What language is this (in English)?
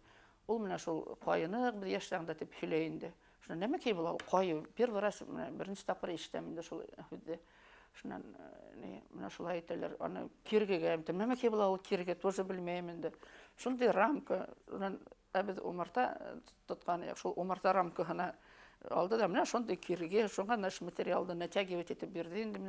Bashkir